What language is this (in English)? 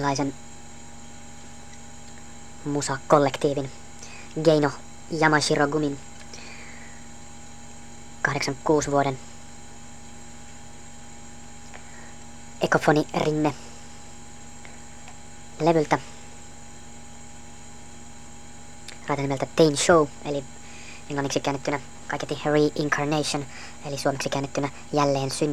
Finnish